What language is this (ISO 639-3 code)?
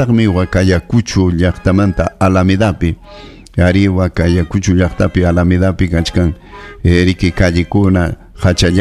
quy